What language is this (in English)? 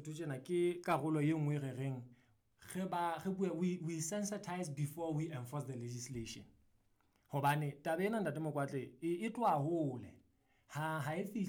Southern Sotho